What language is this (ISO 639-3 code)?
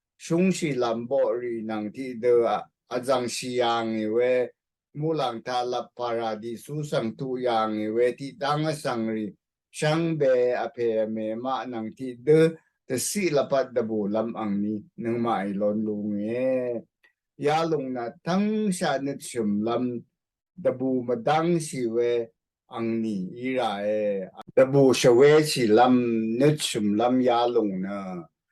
raw